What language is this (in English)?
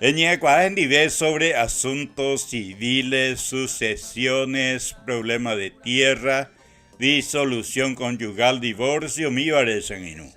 Guarani